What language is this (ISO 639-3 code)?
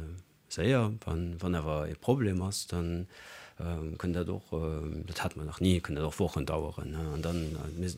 ltz